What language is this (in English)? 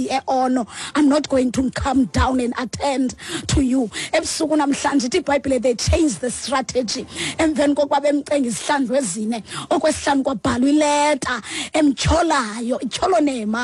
Xhosa